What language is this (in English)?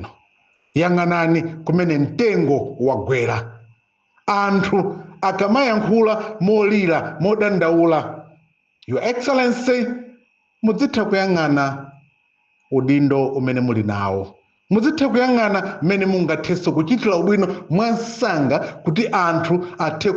Nyanja